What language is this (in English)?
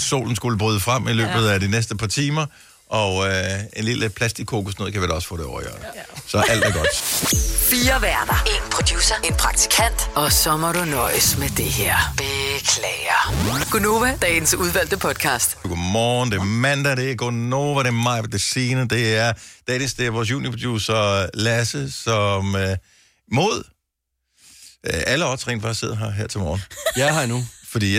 Danish